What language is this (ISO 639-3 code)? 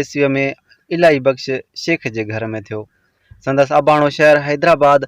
snd